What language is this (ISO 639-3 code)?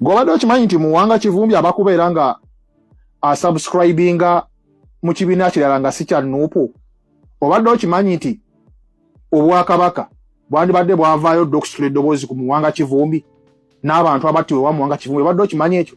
lug